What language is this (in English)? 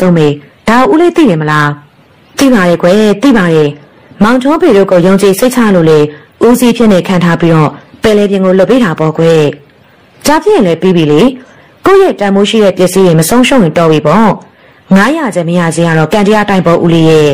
Burmese